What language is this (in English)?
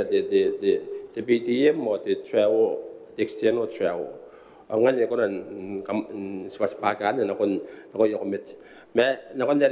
Gilbertese